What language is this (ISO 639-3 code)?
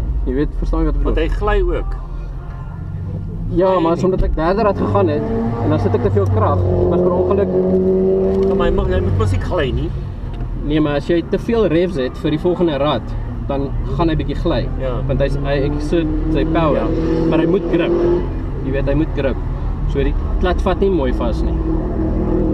afr